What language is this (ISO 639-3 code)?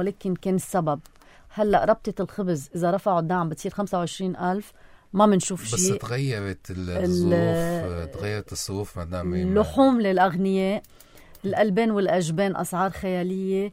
apc